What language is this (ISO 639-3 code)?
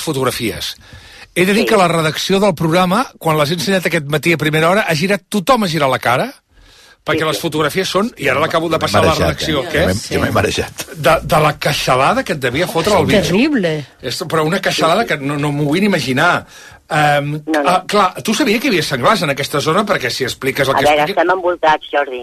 cat